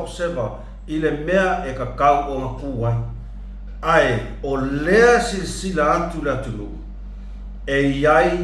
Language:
Samoan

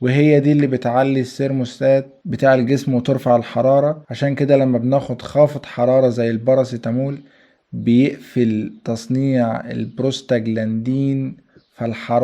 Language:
Egyptian Arabic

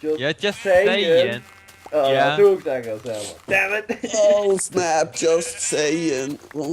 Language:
Faroese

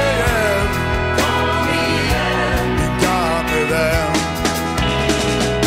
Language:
Swedish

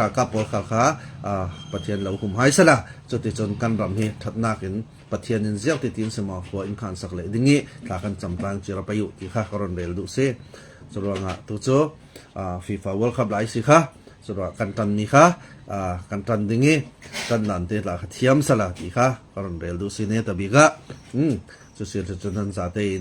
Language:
Falam Chin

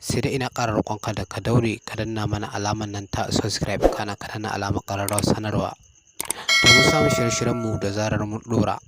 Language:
Hausa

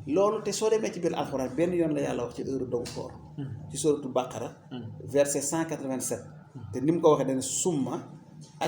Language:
Wolof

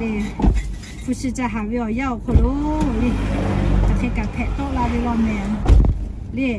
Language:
Lahu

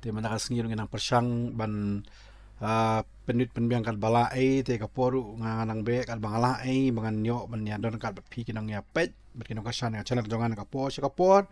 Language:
Khasi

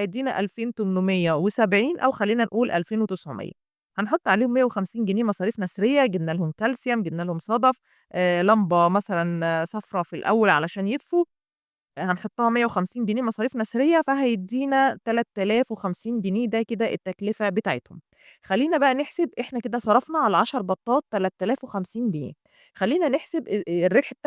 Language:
Egyptian Arabic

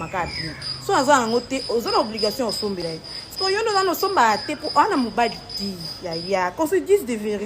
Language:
Lingala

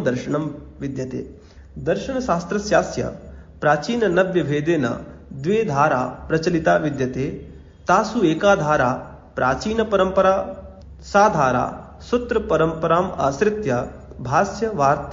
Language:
Sanskrit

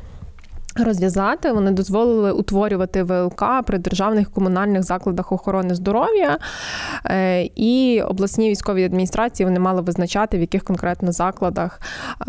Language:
Ukrainian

